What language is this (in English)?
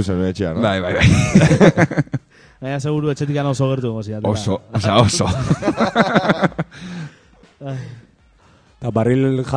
Basque